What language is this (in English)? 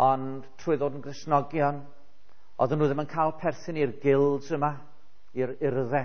Welsh